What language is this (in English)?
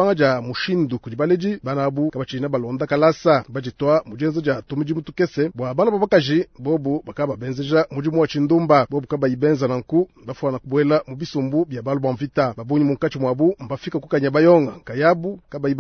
Luba-Lulua